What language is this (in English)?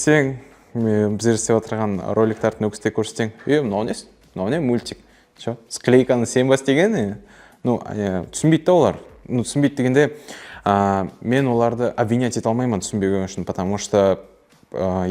Kara-Kalpak